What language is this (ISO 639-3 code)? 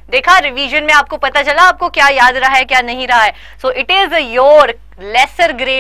hin